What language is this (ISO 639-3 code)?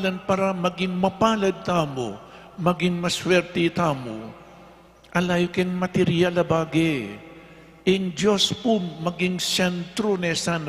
pam